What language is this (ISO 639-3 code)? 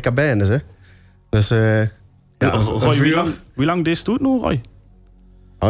lim